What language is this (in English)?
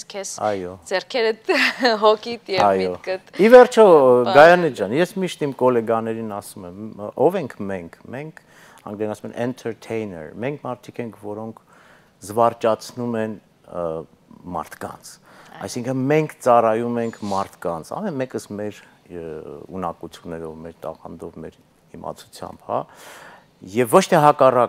Armenian